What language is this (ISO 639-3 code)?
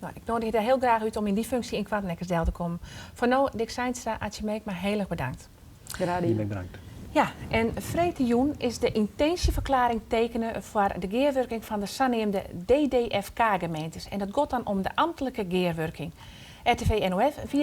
fry